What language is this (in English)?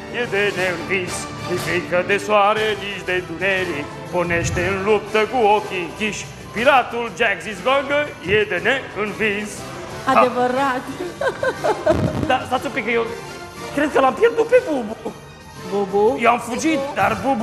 Romanian